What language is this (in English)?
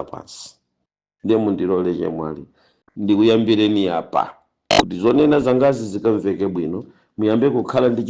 Nyanja